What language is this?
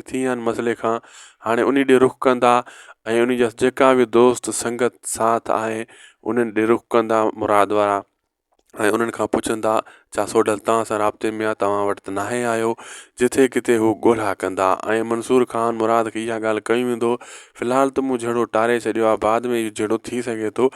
Sindhi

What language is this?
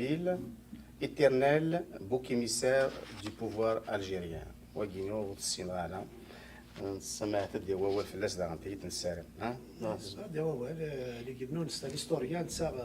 Kabyle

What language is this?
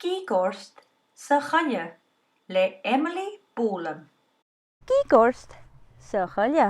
Scottish Gaelic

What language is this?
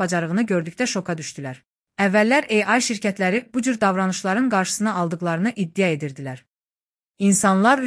Azerbaijani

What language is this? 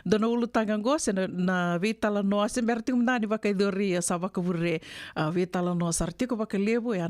Fijian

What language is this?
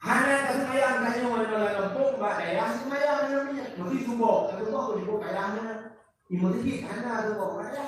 Achinese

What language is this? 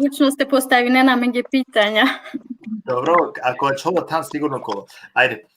Balkan Romani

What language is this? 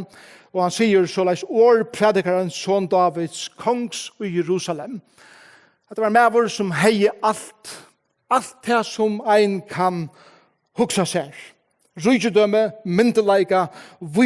Faroese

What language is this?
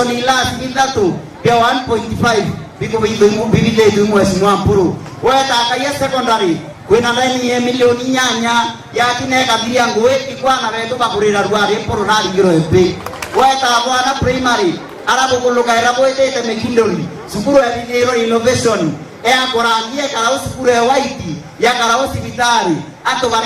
Meru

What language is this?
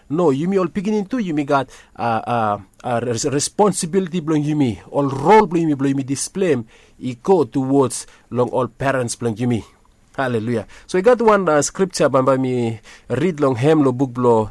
Bislama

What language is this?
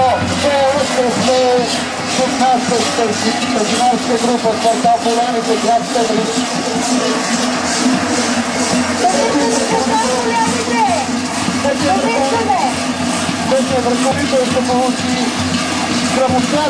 Bulgarian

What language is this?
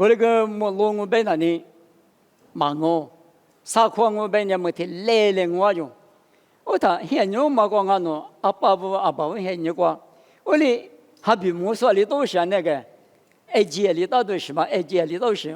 Lisu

